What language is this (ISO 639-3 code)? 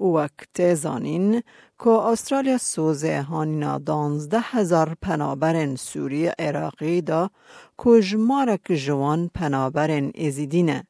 kur